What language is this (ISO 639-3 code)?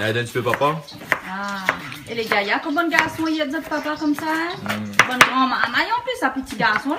rcf